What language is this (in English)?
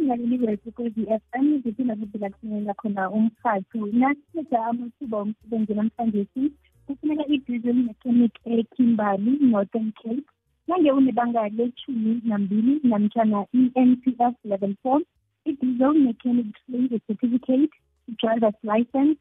South Ndebele